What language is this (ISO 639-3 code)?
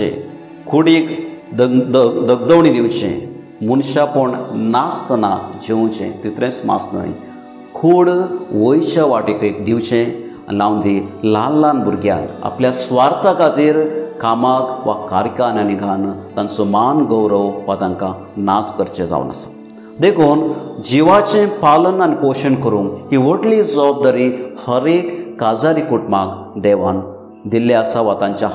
kok